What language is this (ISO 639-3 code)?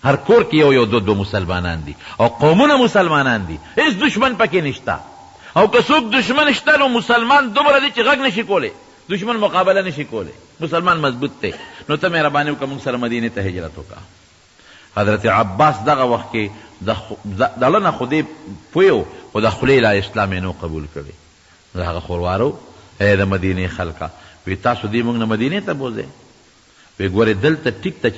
pus